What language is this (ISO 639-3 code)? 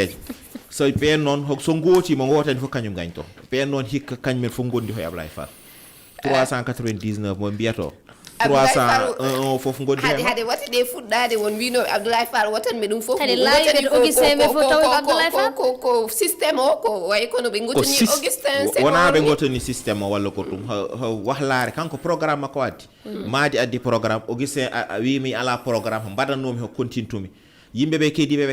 ful